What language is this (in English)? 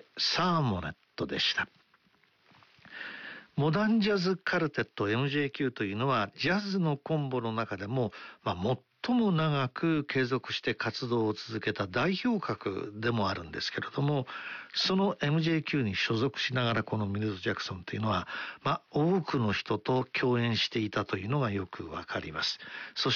Japanese